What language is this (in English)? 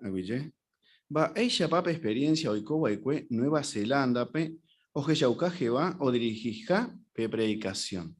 Guarani